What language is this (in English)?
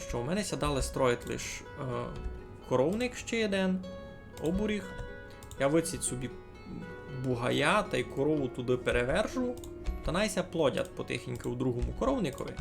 Rusyn